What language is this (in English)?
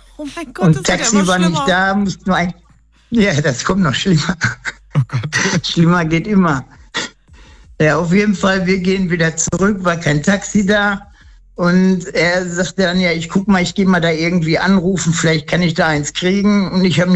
German